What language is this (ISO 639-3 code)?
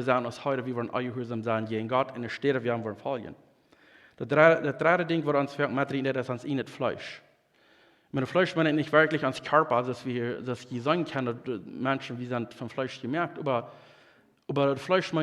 pdt